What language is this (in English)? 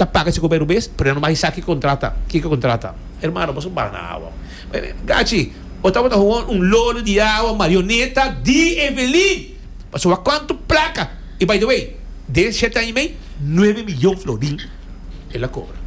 Papiamento